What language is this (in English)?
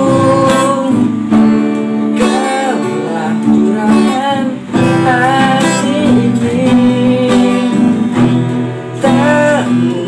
Indonesian